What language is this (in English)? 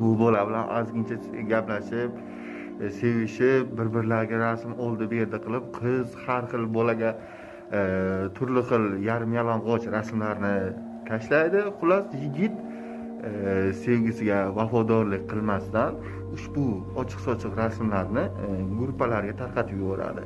Uzbek